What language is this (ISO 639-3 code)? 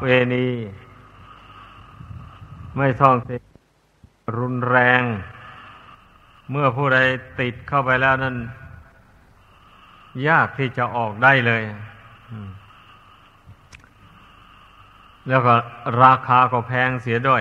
tha